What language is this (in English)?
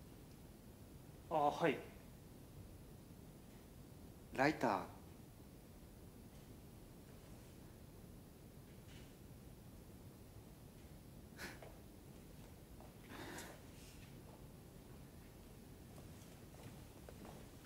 Japanese